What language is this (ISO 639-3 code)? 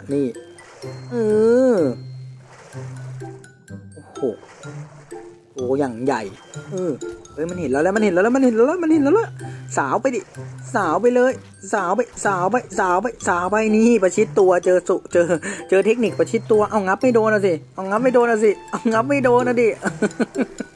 tha